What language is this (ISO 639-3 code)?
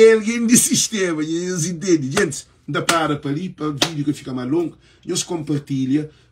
kea